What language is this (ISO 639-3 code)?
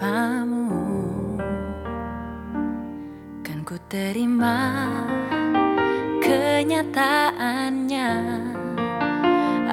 ind